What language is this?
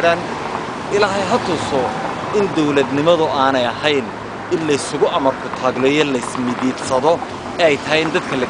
Somali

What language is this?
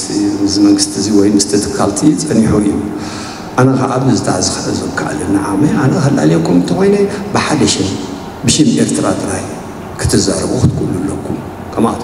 Tigrinya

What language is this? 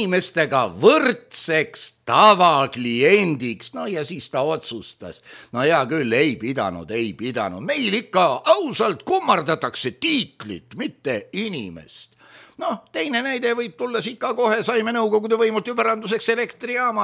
Estonian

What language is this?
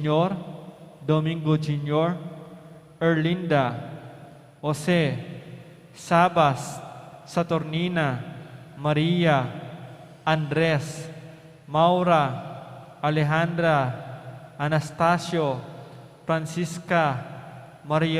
Pampanga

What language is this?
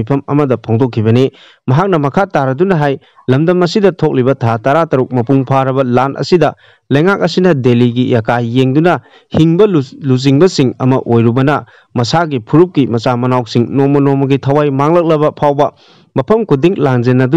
Manipuri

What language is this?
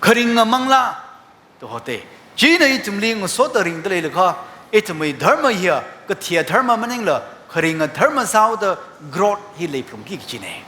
Tangkhul Naga (India)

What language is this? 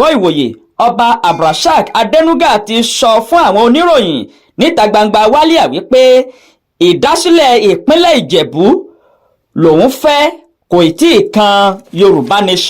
Yoruba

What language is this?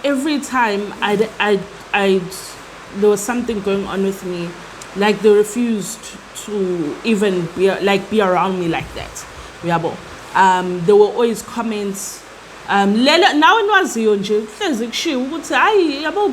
Zulu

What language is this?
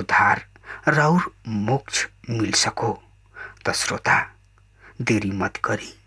Bhojpuri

